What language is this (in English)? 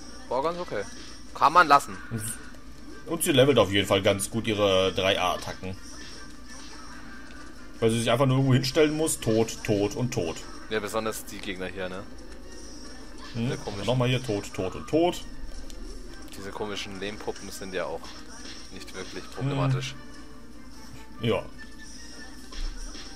German